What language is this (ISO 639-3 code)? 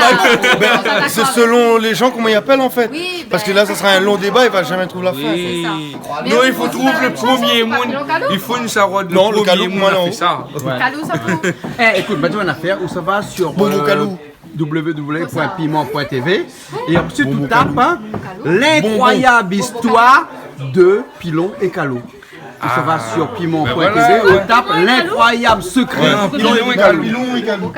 rcf